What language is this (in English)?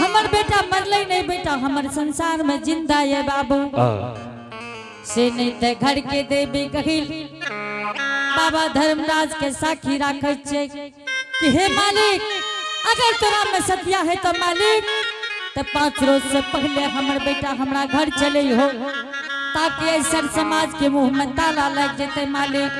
Angika